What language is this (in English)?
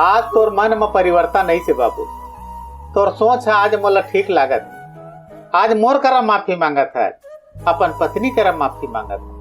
Chhattisgarhi